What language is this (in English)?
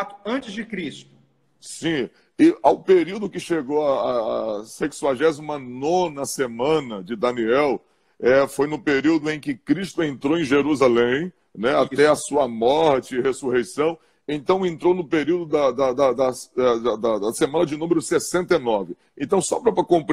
Portuguese